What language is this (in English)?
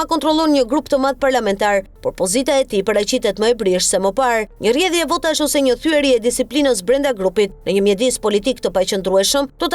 Albanian